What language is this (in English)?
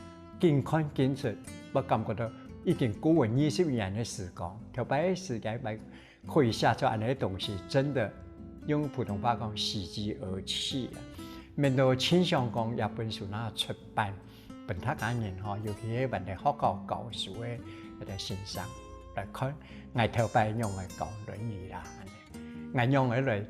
Hakka Chinese